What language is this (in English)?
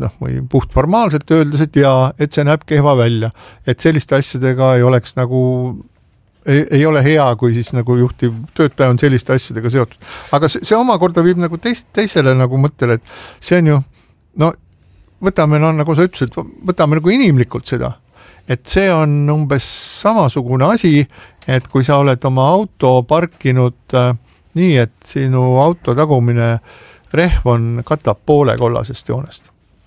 Estonian